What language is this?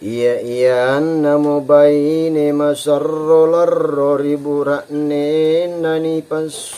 Makasar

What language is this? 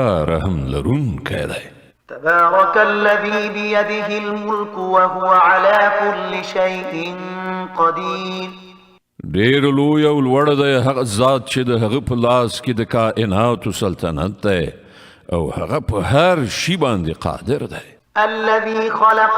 Pashto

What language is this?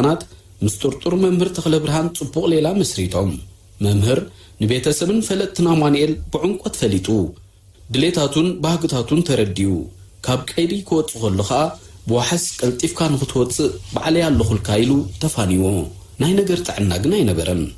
Tigrinya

